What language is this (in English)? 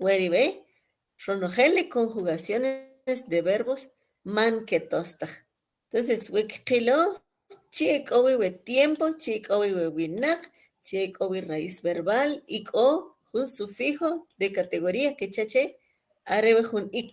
Kʼicheʼ